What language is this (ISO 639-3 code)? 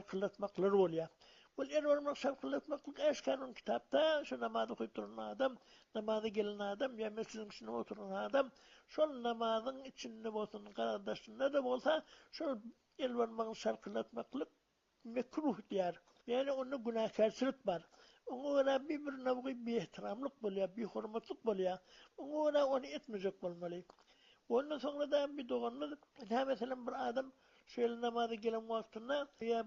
tuk